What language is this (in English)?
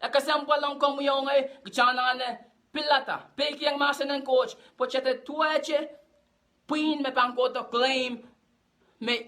Pohnpeian